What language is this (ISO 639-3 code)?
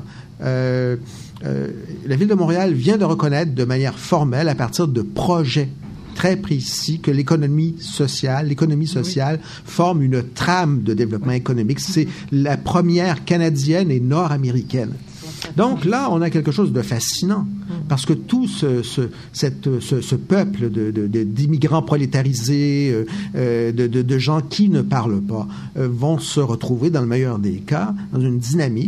fra